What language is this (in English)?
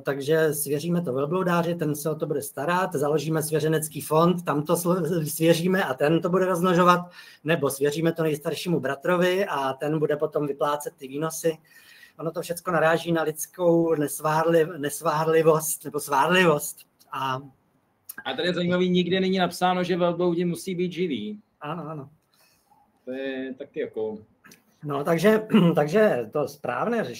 Czech